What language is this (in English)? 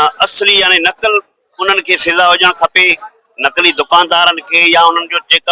Sindhi